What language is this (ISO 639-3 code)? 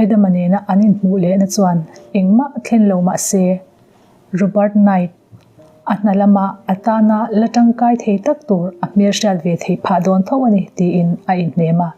lus